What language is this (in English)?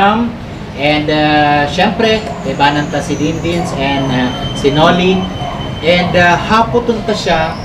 Bikol